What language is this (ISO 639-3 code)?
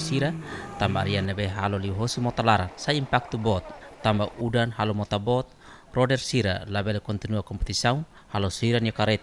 tet